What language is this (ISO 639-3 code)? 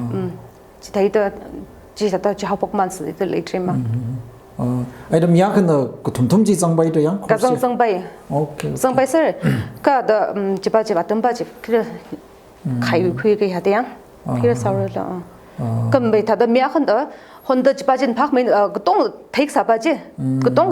nmf